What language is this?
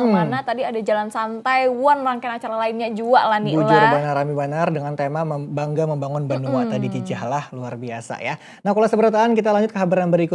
Banjar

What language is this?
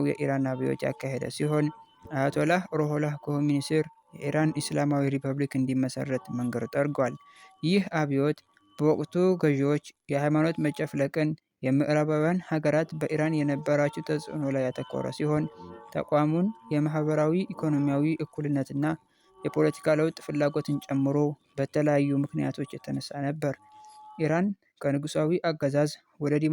Amharic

